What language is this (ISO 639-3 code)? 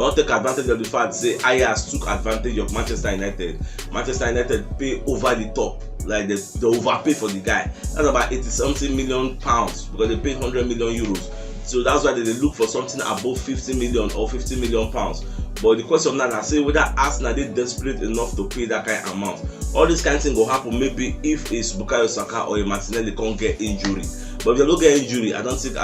pcm